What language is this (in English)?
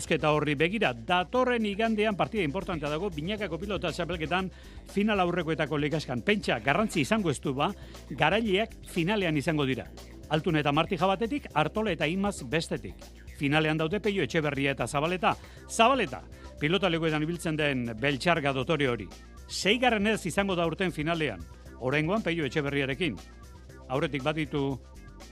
Basque